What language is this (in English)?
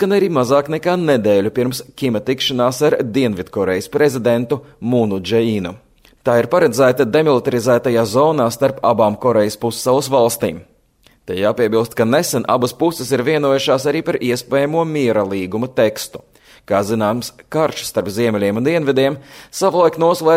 Latvian